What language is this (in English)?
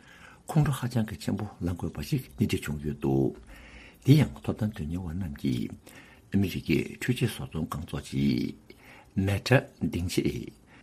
Tibetan